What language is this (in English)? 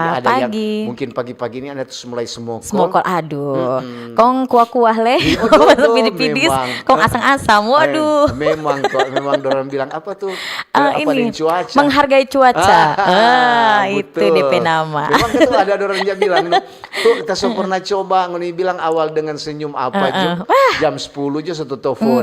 Manado Malay